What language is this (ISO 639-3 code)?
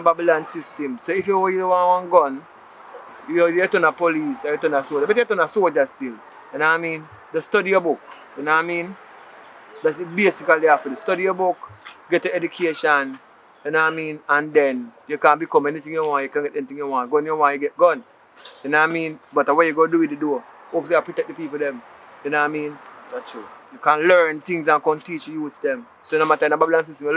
jam